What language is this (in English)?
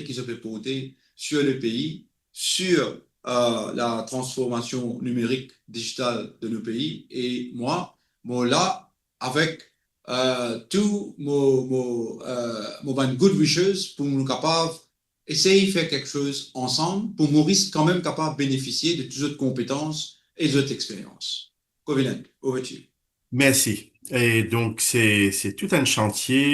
Morisyen